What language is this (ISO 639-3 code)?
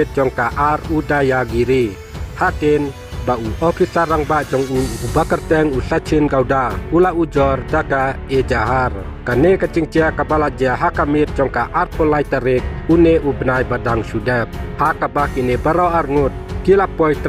kha